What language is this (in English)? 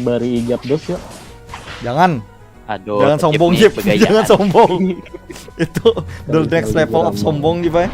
Banjar